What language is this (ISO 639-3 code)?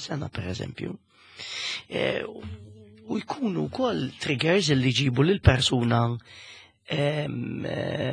mlt